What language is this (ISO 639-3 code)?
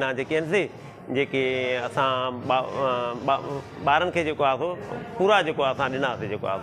snd